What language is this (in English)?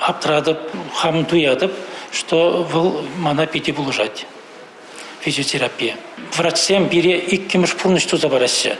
Chuvash